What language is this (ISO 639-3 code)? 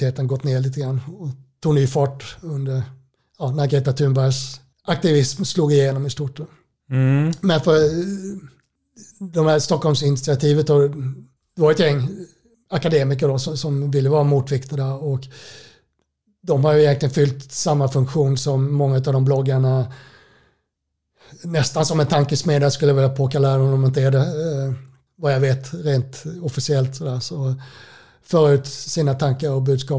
swe